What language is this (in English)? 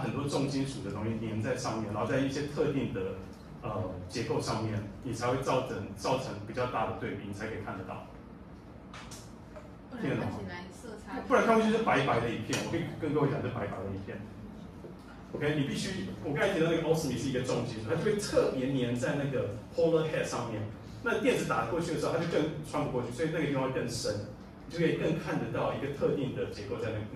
Chinese